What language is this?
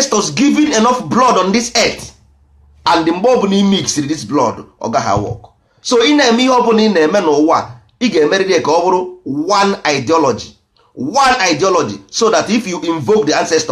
Igbo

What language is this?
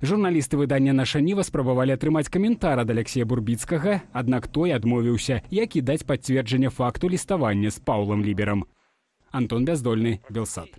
Belarusian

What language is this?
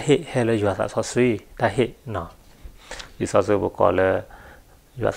S'gaw Karen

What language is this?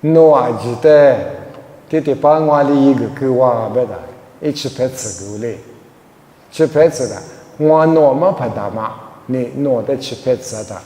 Lisu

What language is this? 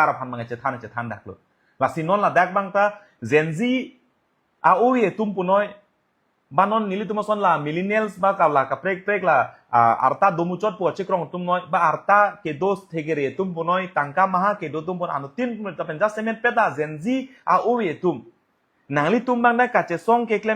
Karbi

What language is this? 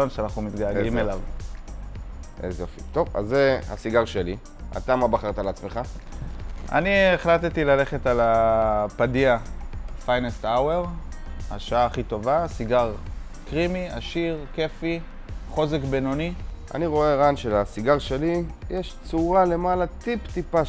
Hebrew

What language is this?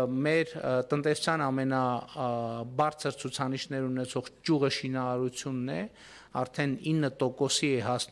Armenian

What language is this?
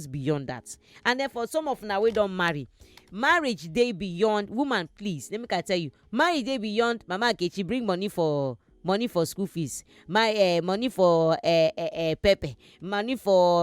Nigerian Pidgin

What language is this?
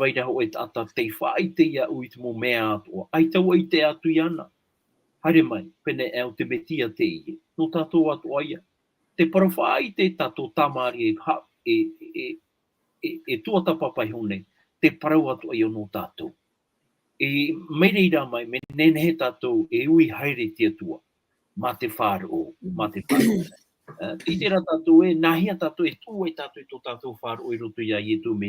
Tahitian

